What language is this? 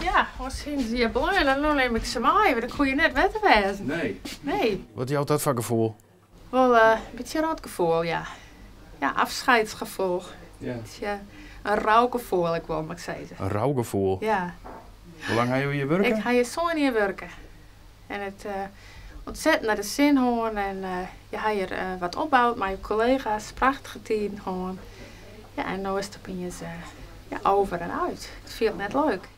Western Frisian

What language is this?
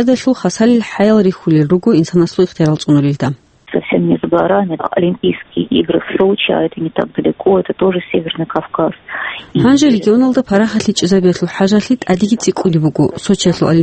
Avaric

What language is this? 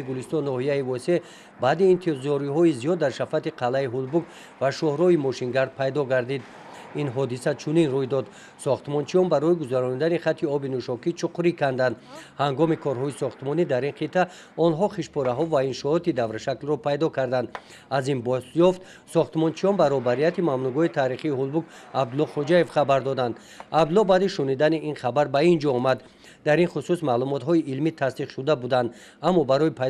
Tajik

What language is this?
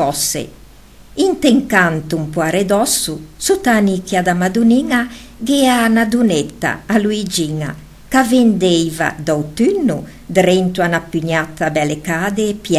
Ligurian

